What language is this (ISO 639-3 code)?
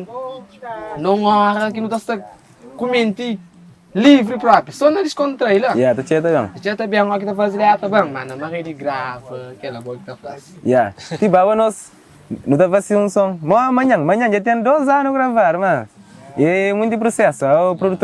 kea